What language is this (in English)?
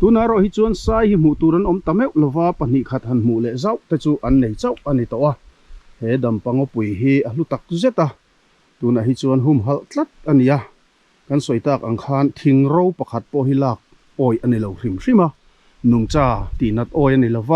Mizo